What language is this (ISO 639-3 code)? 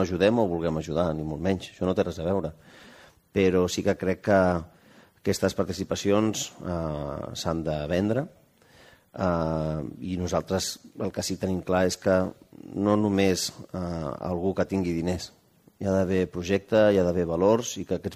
cat